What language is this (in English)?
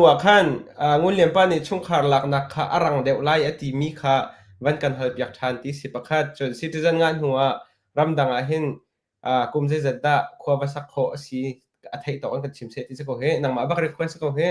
Hakha Chin